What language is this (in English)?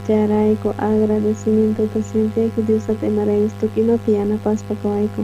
South Bolivian Quechua